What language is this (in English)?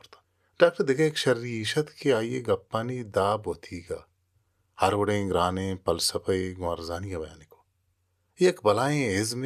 Baluchi